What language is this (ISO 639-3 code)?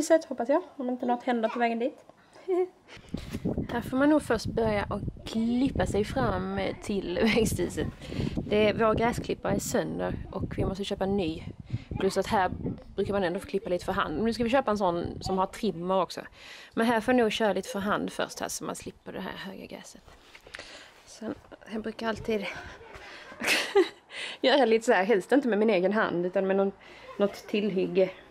swe